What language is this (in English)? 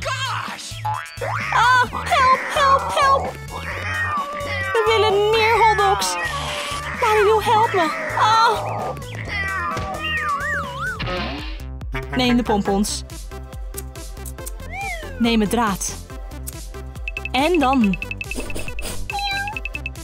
Dutch